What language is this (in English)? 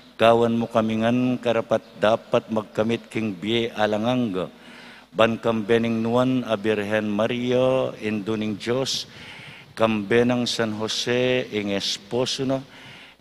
Pampanga